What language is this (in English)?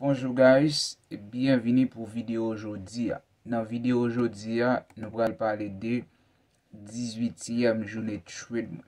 Haitian Creole